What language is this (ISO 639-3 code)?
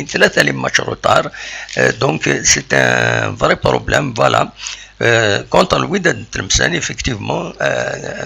kab